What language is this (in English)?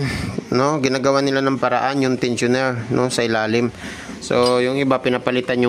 Filipino